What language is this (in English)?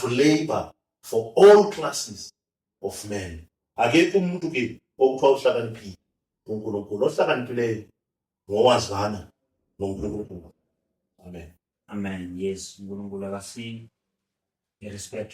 Zulu